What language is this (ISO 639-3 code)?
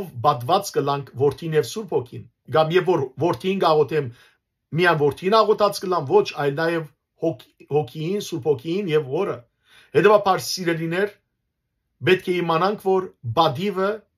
hyw